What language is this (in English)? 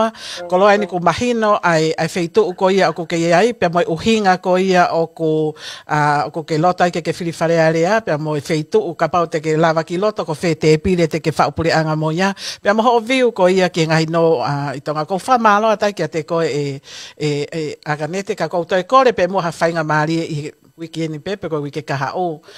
Tongan